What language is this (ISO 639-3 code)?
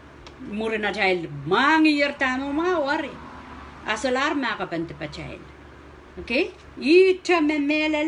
pon